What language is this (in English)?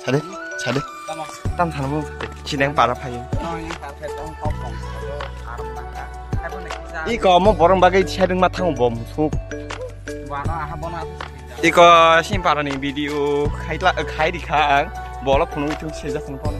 Kok Borok